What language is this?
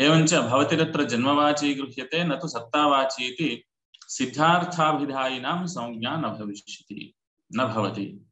Sanskrit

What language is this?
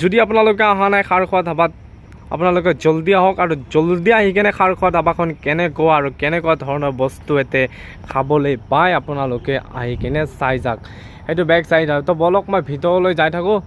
Assamese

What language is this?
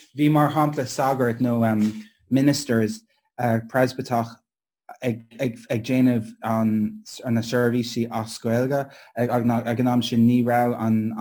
Irish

